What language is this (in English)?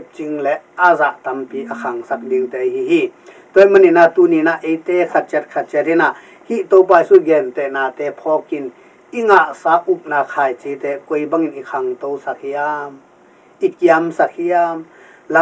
Tedim Chin